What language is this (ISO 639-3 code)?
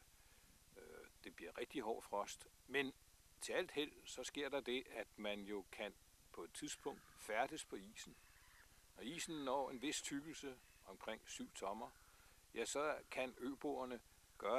dan